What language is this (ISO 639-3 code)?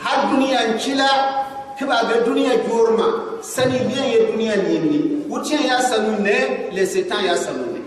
gux